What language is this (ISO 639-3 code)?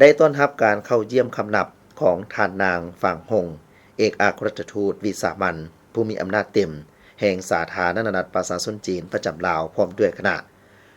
lao